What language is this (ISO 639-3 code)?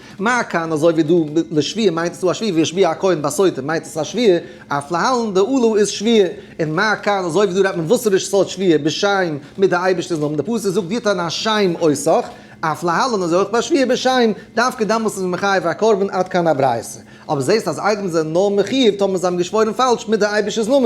yid